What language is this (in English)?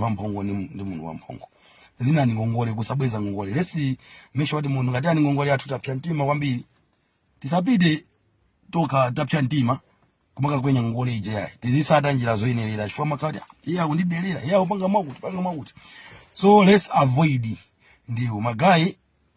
Nyanja